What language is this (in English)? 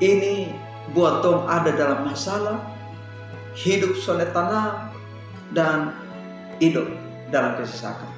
Kupang Malay